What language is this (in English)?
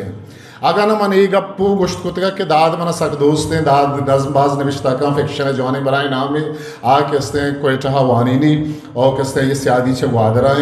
Eastern Balochi